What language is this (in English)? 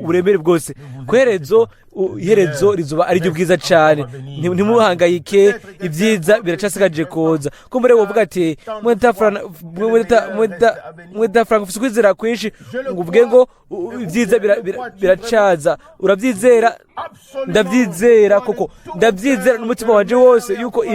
Rundi